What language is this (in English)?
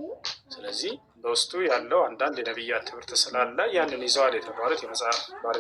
Amharic